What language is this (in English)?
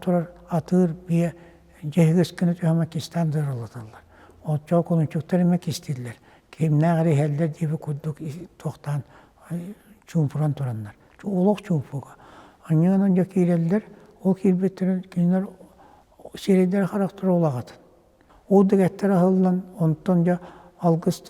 Yakut